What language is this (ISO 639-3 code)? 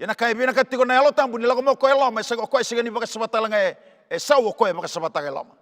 fij